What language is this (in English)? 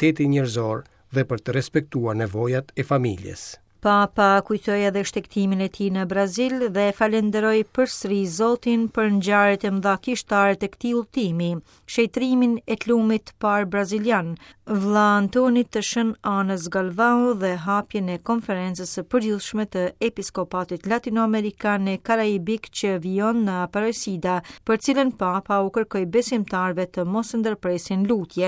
Albanian